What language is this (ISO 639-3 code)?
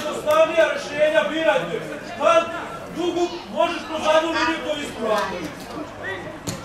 srp